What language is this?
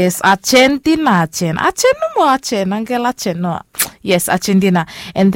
Bislama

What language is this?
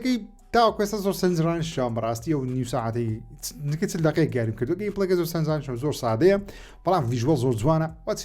Central Kurdish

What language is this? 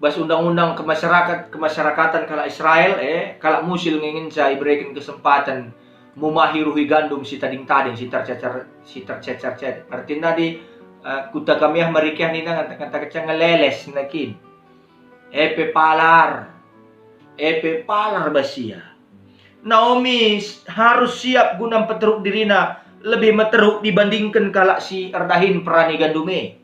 Batak Karo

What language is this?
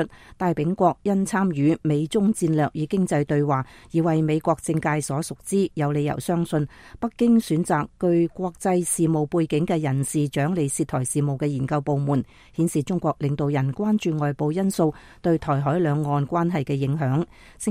Cantonese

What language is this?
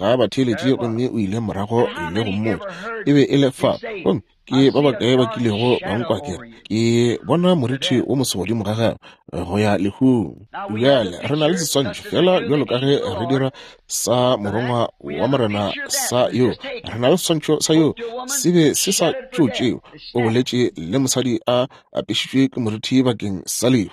Northern Sotho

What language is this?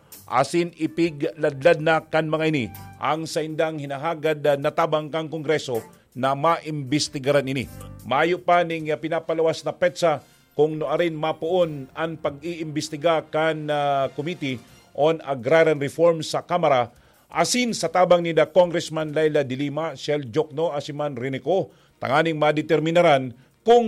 Bikol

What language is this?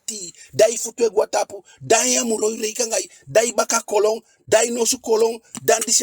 Eastern Maroon Creole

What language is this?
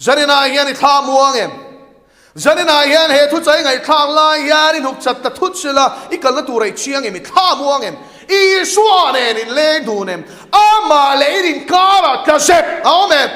Mizo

